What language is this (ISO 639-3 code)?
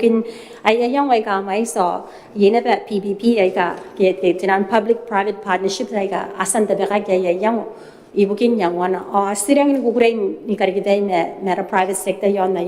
gil